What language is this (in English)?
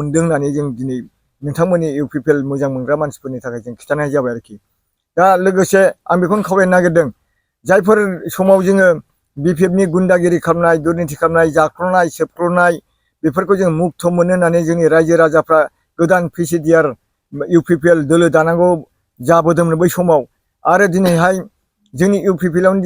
Bodo